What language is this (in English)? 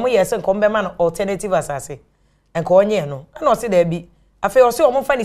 Akan